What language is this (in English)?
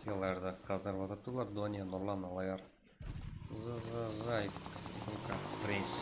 Kara-Kalpak